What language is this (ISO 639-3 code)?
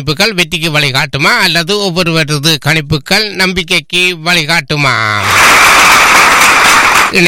tam